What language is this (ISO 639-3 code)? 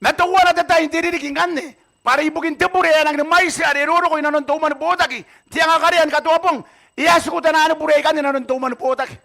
gil